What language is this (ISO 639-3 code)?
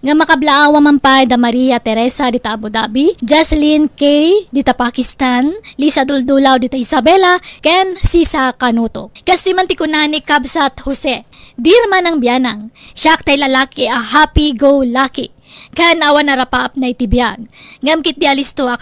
ilo